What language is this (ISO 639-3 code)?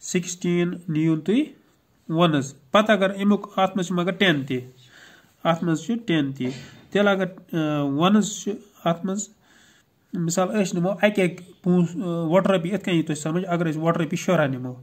kas